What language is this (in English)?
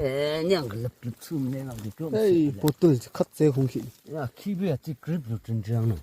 Yimchungru Naga